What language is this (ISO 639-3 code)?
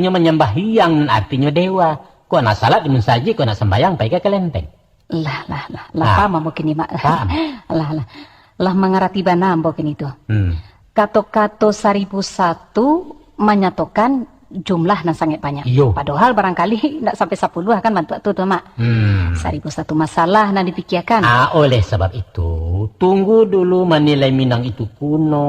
min